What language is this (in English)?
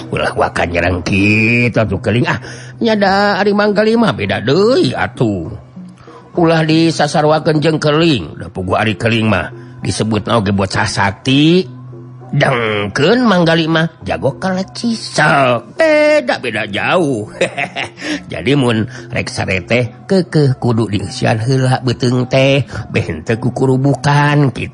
Sundanese